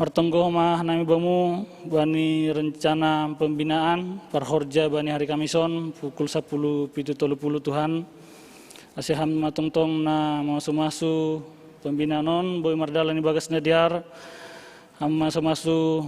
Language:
Batak Simalungun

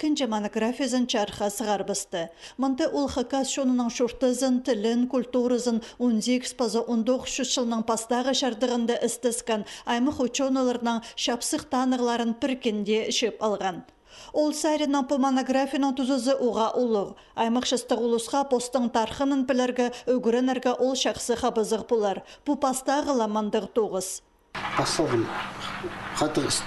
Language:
Khakas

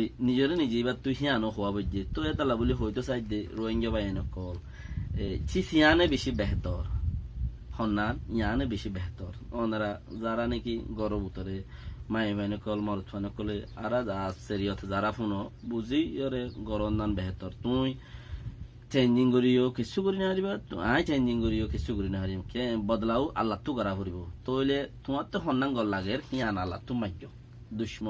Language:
Rohingya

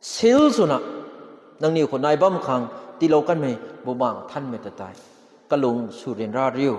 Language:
Rongmei Naga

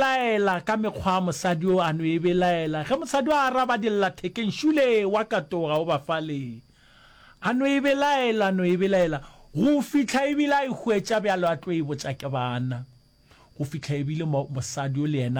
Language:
Northern Sotho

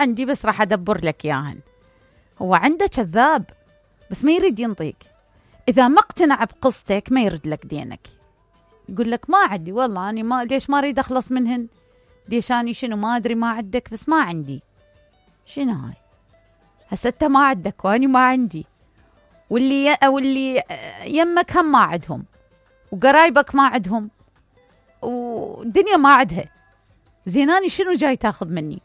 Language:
Mesopotamian Arabic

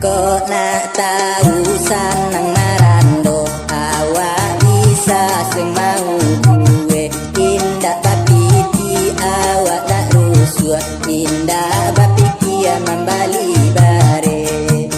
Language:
Minangkabau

